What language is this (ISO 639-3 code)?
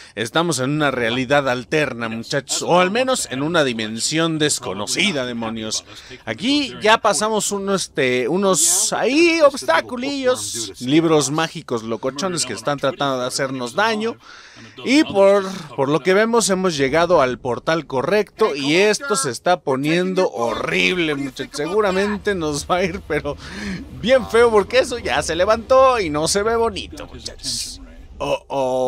spa